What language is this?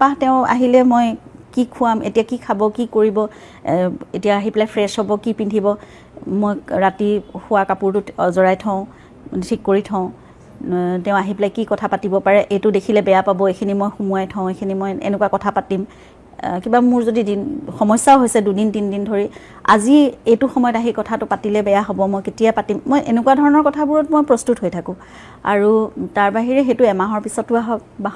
Assamese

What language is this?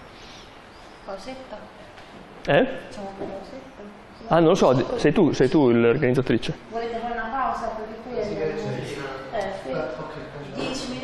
Italian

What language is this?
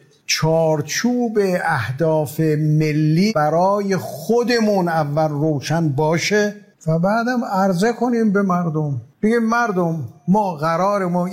Persian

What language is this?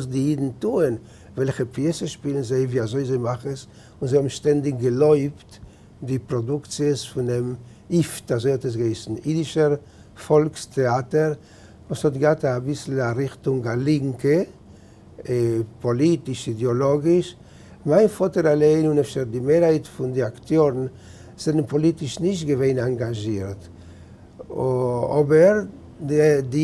Yiddish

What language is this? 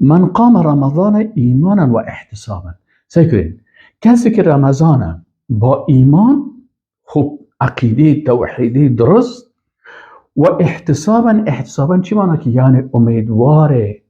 Persian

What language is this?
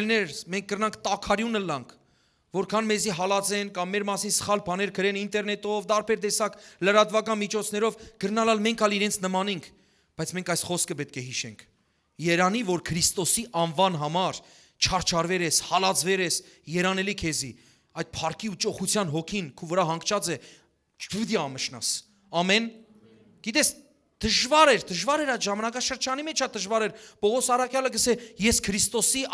Western Armenian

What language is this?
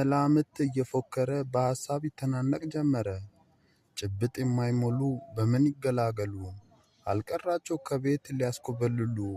Amharic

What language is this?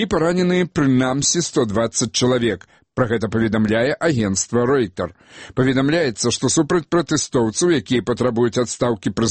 Belarusian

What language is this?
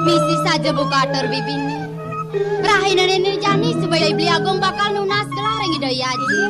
Balinese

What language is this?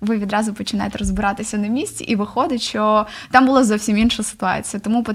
Ukrainian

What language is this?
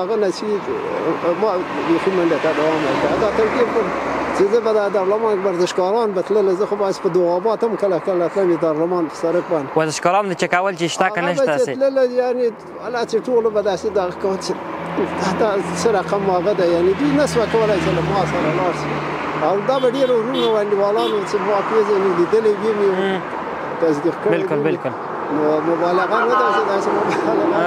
Pashto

